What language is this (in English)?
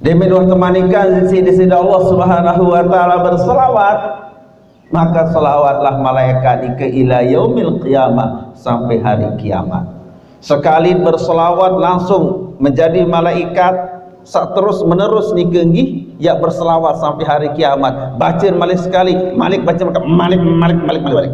Sasak